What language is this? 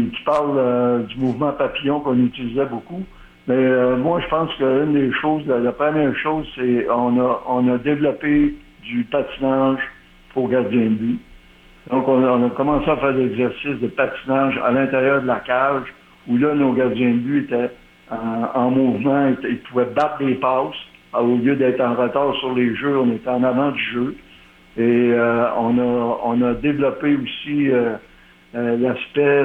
French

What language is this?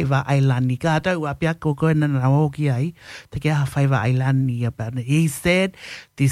Tongan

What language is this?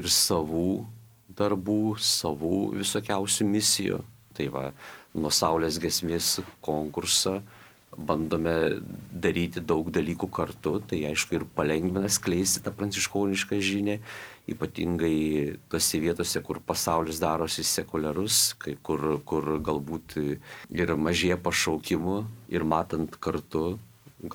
Lithuanian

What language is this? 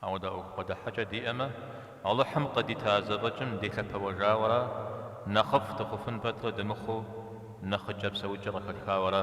Kabardian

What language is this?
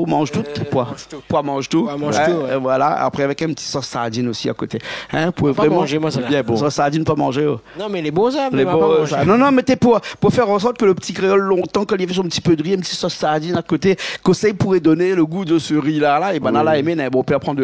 Réunion Creole French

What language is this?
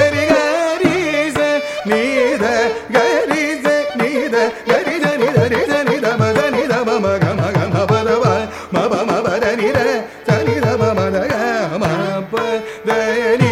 Tamil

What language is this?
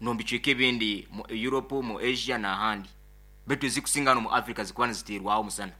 Nyoro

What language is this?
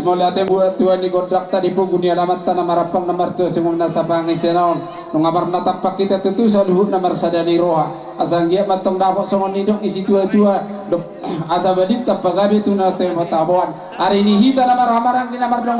Batak Toba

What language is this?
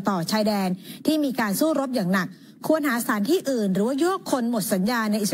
Thai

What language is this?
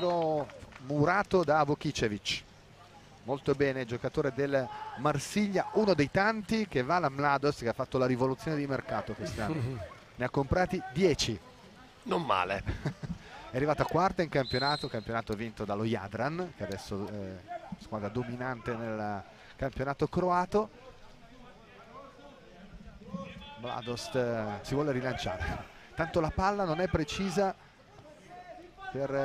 Italian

